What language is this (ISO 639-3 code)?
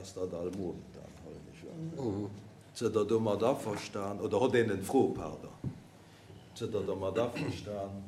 ltz